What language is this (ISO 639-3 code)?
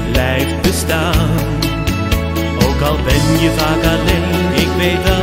nld